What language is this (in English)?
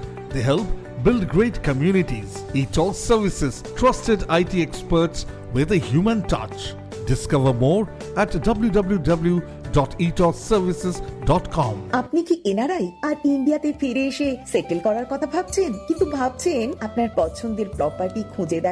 Bangla